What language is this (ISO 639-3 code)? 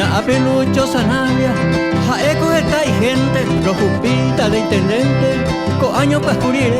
grn